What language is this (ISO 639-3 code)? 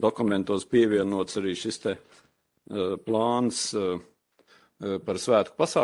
lav